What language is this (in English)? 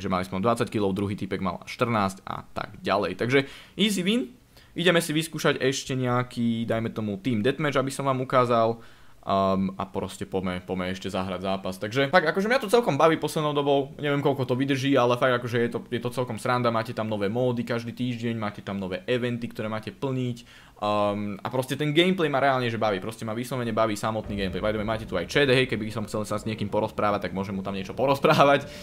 Slovak